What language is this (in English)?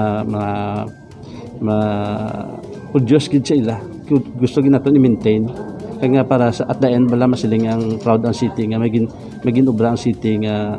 Hiligaynon